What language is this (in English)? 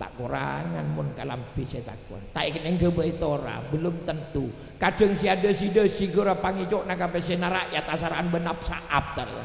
Madurese